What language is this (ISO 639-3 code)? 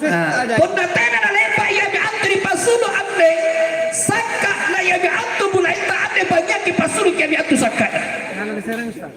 mak